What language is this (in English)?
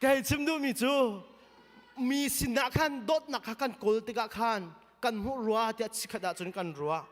Hakha Chin